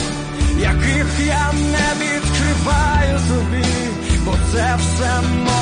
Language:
Ukrainian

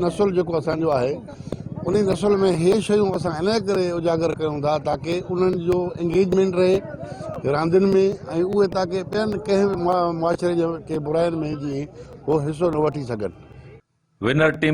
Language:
Sindhi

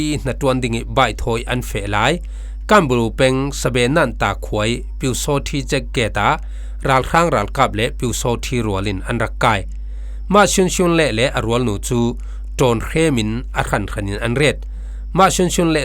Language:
Falam Chin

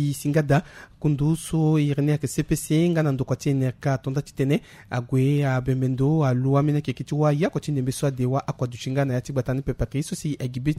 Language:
Sango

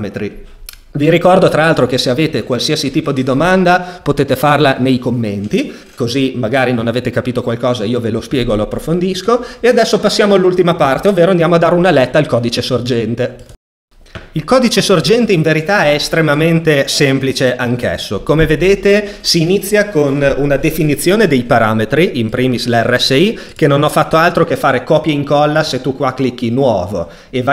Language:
Italian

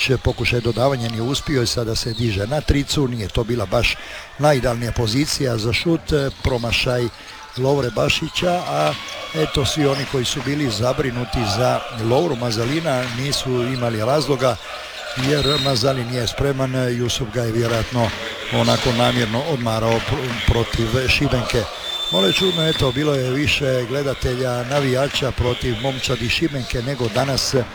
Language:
Croatian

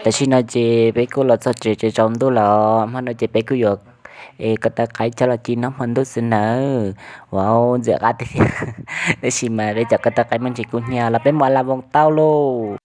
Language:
Hmong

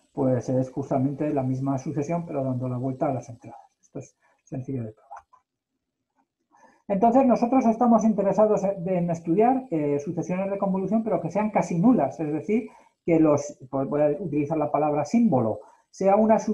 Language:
Spanish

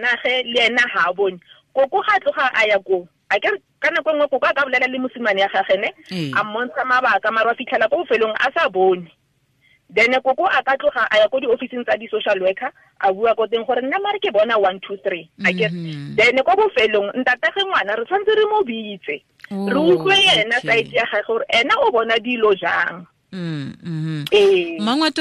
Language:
Tswana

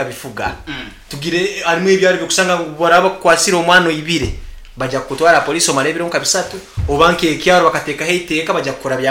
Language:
Nyankole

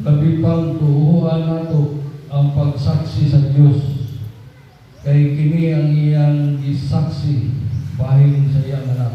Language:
Cebuano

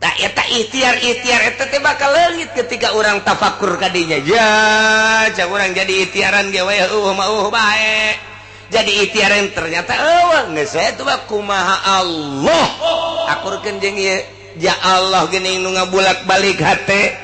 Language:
Sundanese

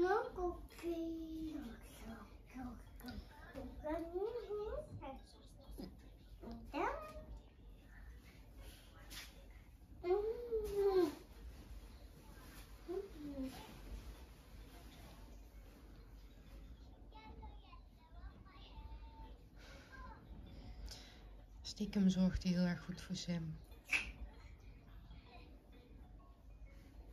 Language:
Dutch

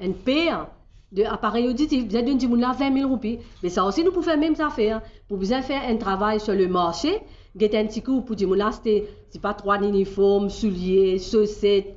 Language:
Morisyen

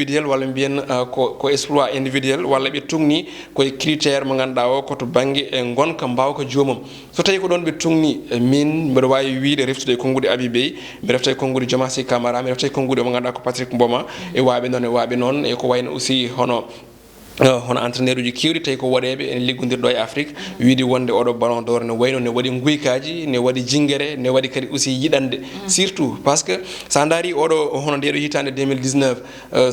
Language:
Fula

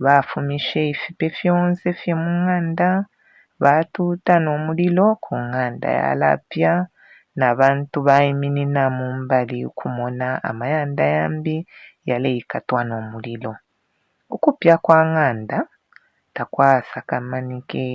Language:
Bemba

